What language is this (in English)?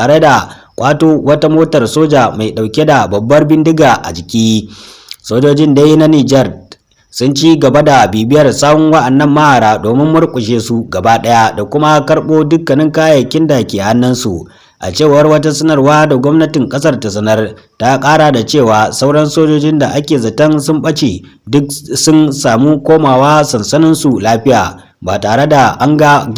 Hausa